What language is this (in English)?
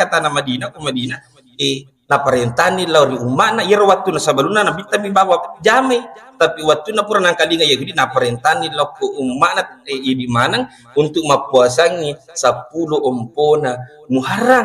Buginese